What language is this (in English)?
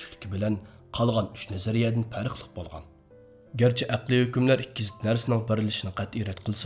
Uyghur